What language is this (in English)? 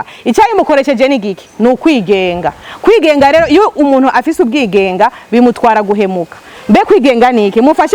Rundi